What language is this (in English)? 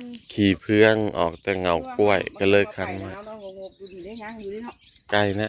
Northeastern Thai